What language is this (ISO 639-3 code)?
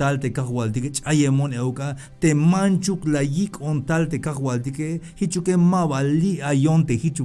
tzh